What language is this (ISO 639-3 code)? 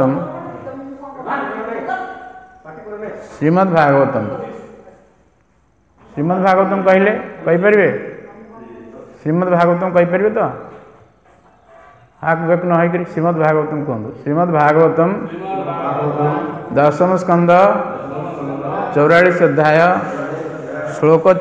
ori